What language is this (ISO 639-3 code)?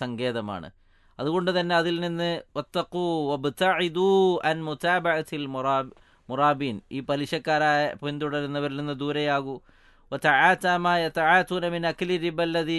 mal